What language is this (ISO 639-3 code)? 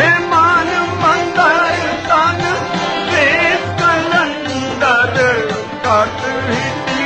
pan